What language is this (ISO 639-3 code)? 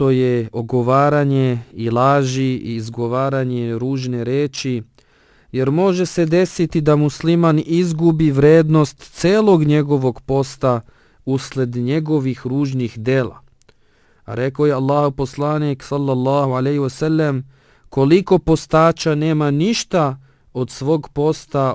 bos